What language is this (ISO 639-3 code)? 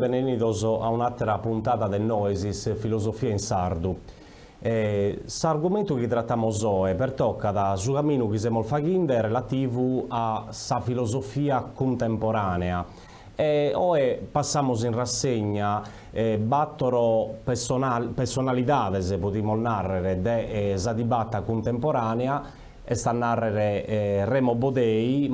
srd